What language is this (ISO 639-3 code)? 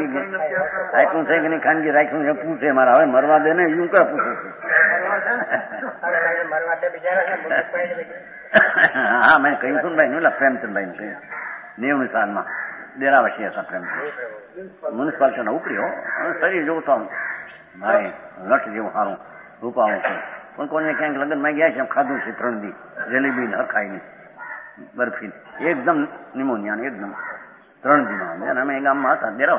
guj